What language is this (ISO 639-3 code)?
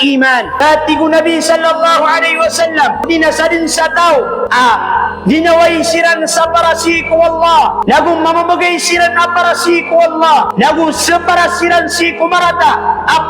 mrw